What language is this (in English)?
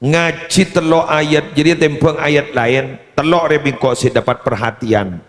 Madurese